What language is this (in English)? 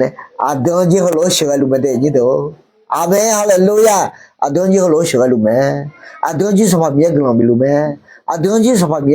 Akha